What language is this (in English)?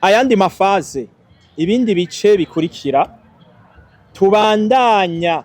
Rundi